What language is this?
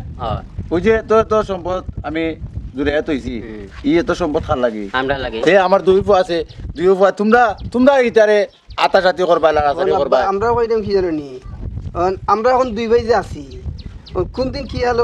Sylheti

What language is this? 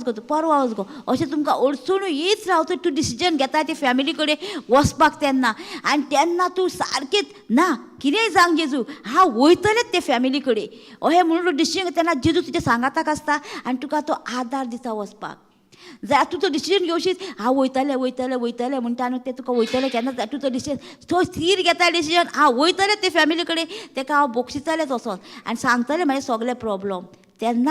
Konkani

